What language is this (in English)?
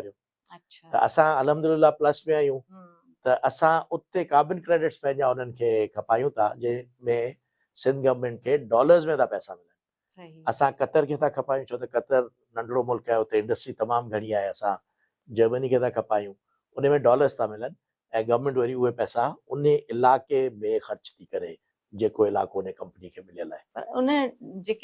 Sindhi